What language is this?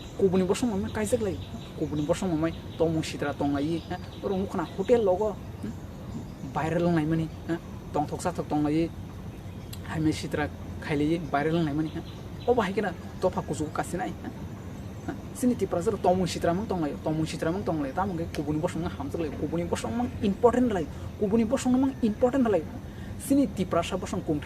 Kok Borok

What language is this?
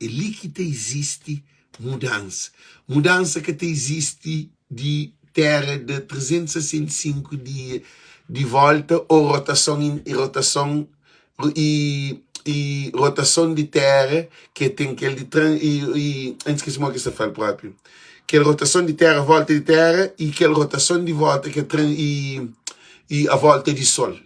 Kabuverdianu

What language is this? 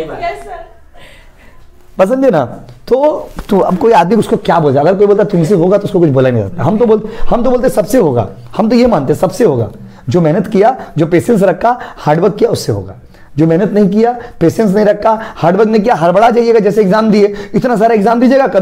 Hindi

